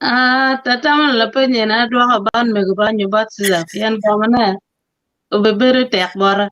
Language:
Acoli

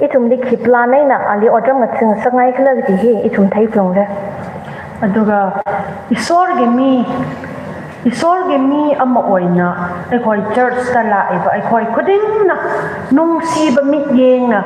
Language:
Tangkhul Naga (India)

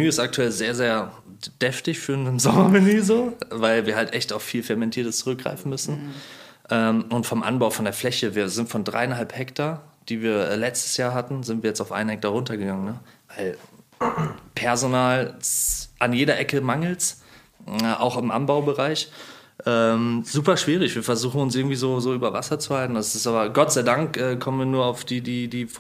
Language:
German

